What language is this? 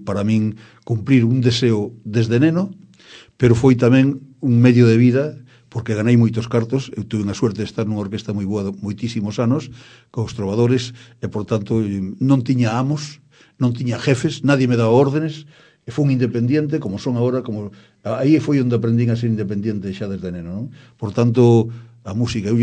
Galician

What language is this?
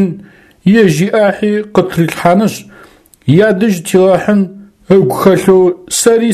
Adyghe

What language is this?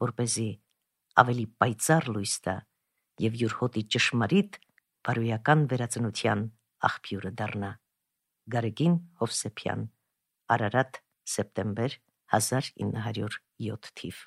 Armenian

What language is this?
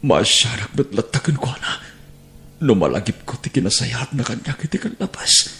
Iloko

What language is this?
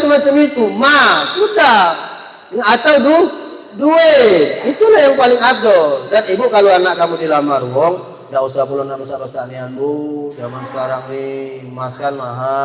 Musi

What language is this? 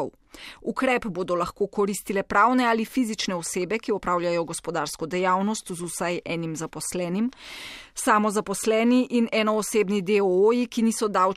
Slovenian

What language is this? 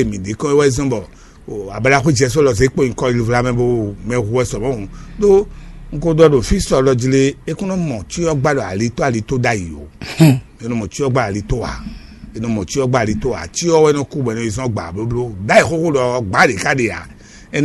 Fon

